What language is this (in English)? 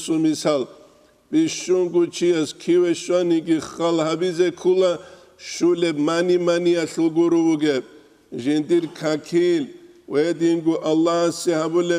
Avaric